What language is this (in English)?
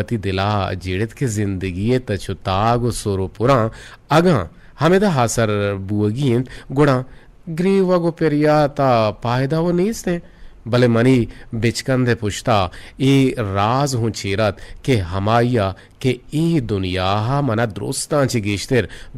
Eastern Balochi